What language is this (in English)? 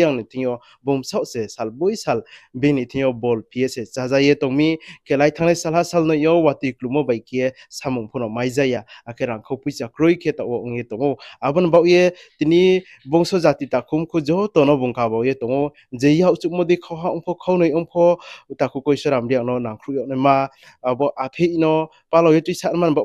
Riang (India)